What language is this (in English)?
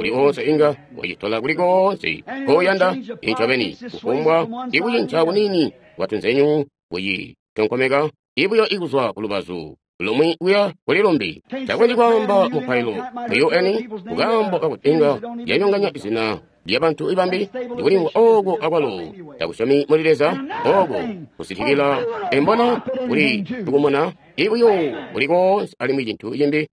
Tonga (Zambia)